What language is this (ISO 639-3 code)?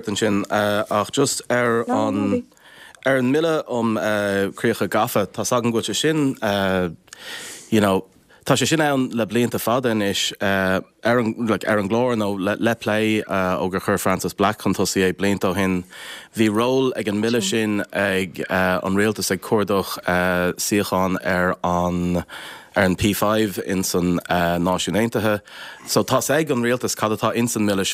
gle